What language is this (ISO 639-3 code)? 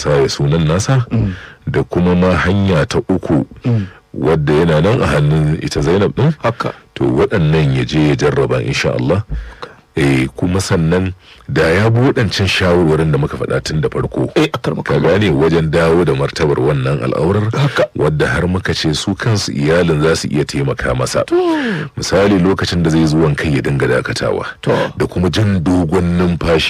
hau